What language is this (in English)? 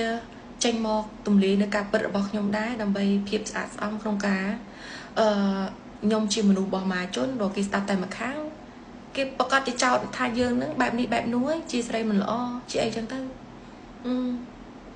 Khmer